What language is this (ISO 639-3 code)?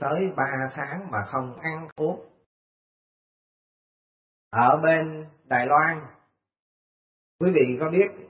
vie